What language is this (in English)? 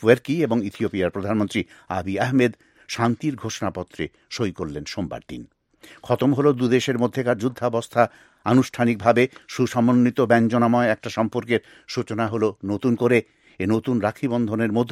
Bangla